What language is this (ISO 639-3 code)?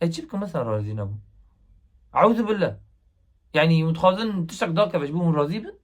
kur